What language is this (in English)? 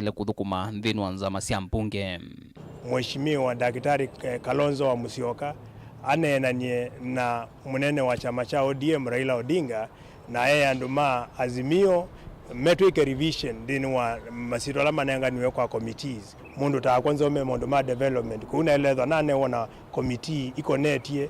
Kamba